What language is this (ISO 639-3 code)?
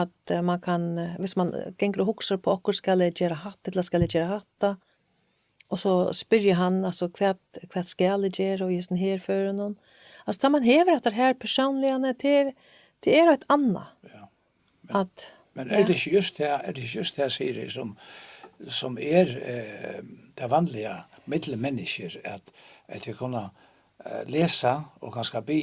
fao